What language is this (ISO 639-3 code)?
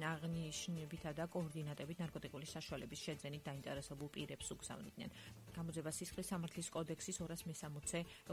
kat